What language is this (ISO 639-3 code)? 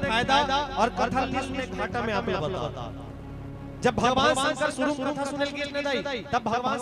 hne